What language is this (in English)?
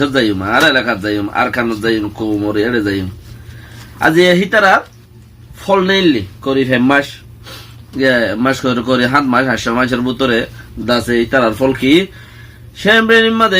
Rohingya